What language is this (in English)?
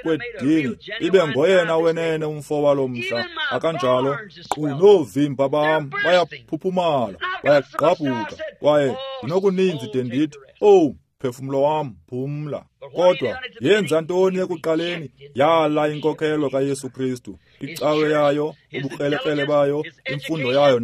Xhosa